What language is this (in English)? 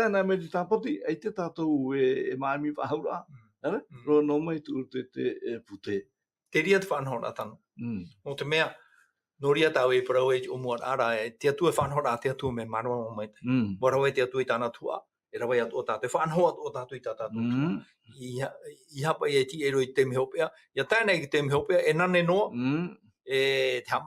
Tahitian